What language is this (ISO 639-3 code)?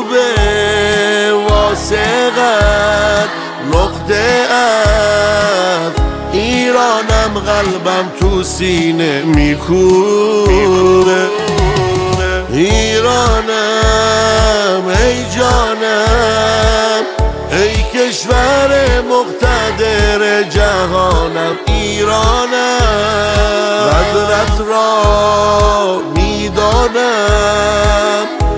fas